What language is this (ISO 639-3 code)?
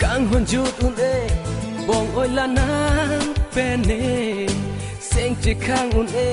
mjw